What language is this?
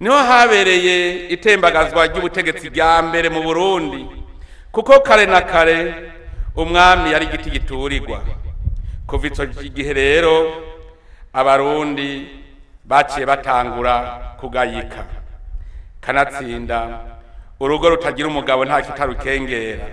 Rundi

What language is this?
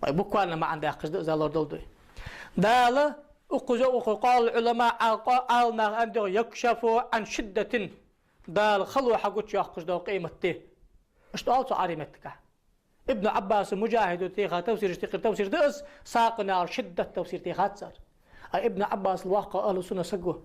Ingush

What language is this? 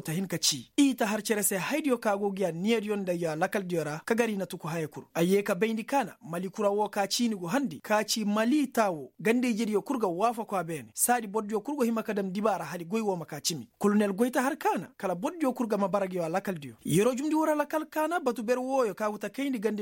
Koyraboro Senni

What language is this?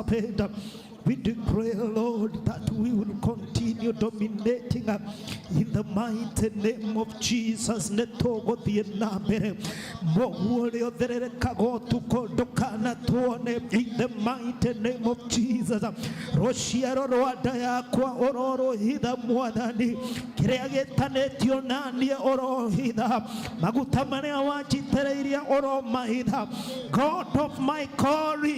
Kikuyu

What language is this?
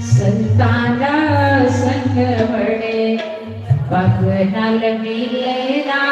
Dogri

